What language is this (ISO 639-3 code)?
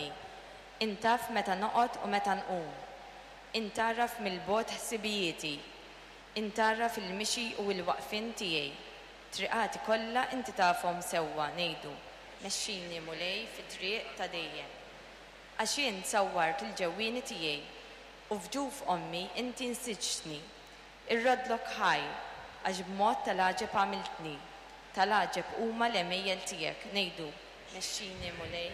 mlt